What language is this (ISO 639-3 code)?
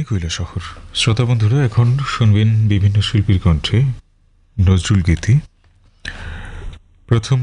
ben